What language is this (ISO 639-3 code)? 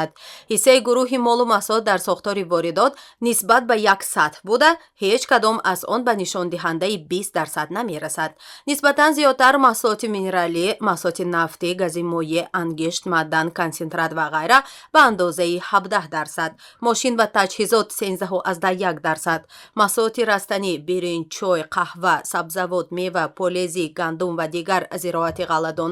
tgk